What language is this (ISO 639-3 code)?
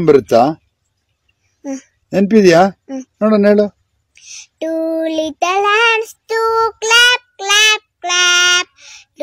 kan